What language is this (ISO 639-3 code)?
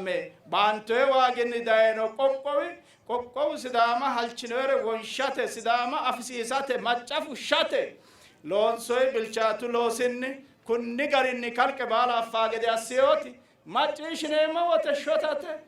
sid